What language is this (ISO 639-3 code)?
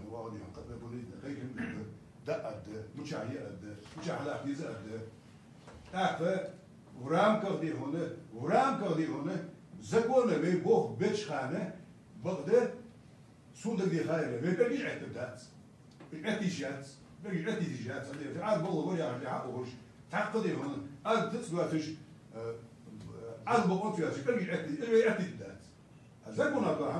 inh